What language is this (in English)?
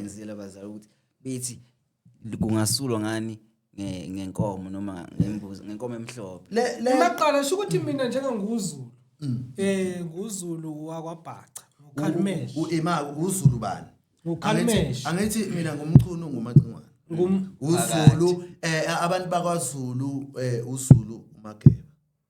Zulu